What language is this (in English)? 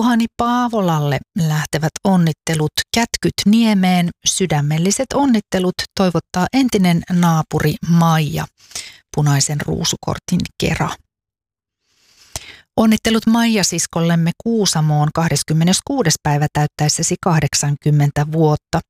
Finnish